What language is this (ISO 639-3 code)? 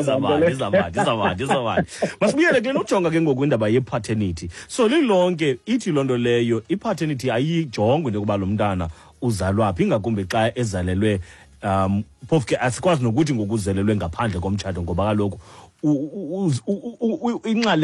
xho